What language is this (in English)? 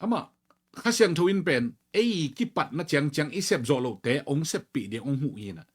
Tedim Chin